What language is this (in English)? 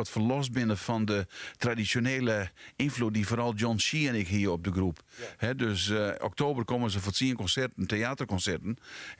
Western Frisian